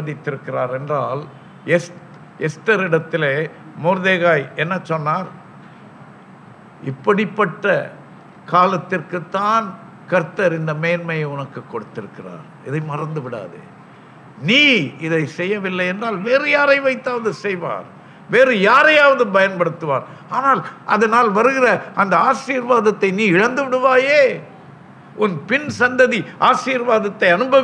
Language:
Tamil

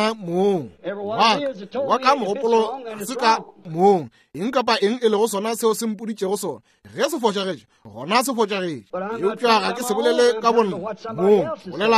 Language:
Northern Sotho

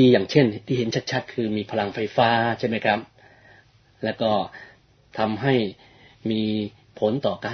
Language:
Thai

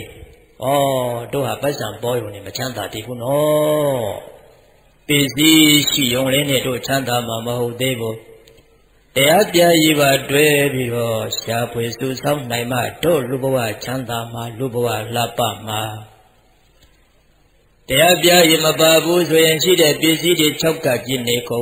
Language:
Burmese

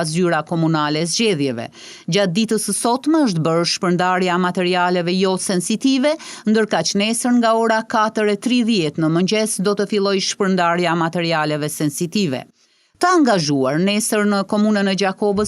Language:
Albanian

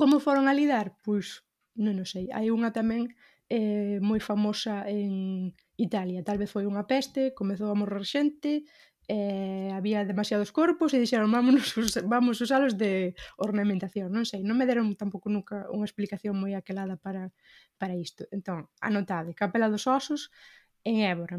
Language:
Galician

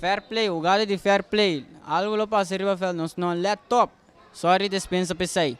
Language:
Papiamento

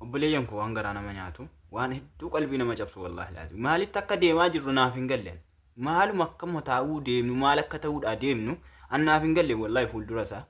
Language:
Oromo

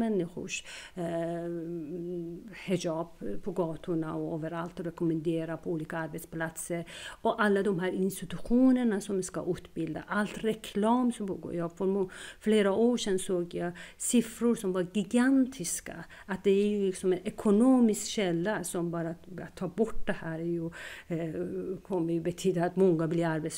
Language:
Swedish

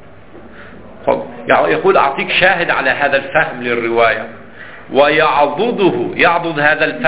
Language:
Arabic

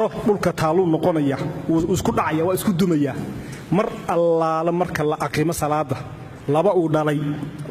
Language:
Somali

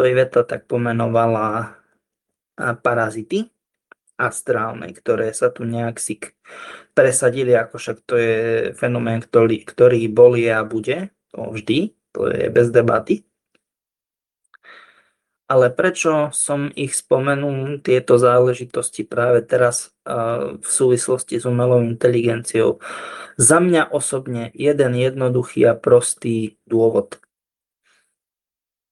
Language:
Slovak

